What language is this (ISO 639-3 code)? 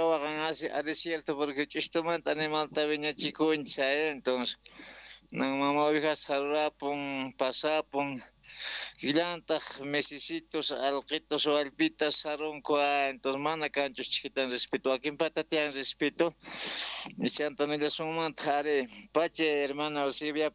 quh